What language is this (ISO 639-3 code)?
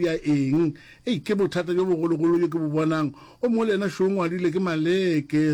nso